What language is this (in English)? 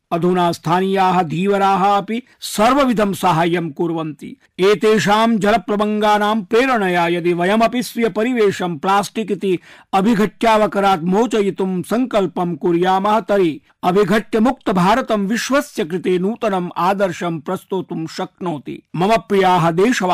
Sanskrit